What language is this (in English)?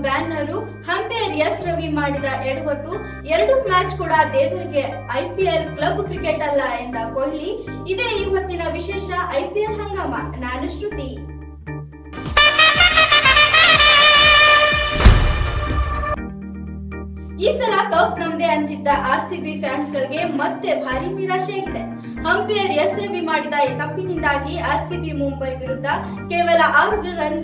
Kannada